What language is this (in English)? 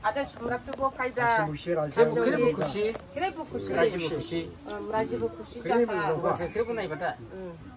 Dimasa